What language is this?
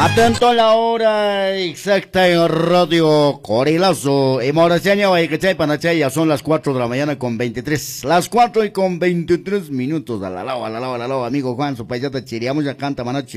Quechua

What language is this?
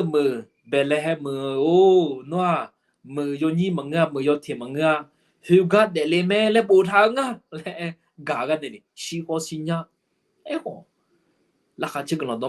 Akha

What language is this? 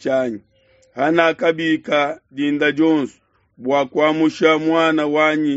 Luba-Lulua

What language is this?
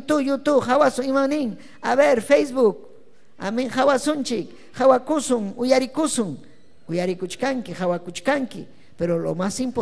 Ayacucho Quechua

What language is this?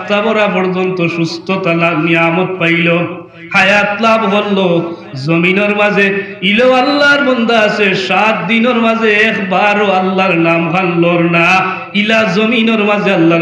Sylheti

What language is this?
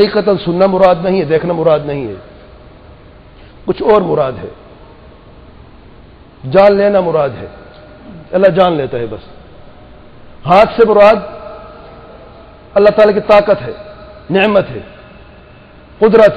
Urdu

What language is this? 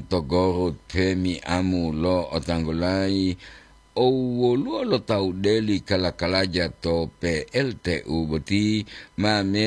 Gorontalo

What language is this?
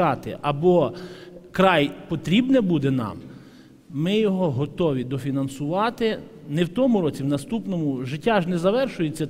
Ukrainian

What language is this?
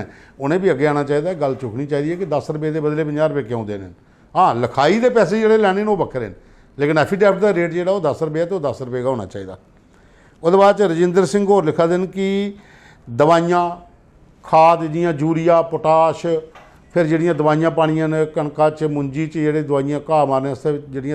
Dogri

